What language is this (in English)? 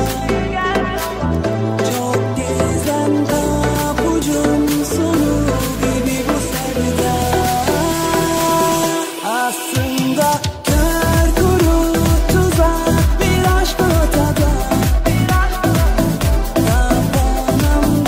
Turkish